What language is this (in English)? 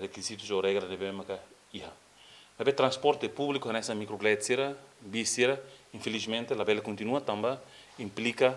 Tetum